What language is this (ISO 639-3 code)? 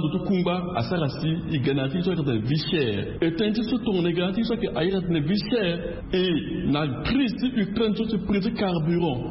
sag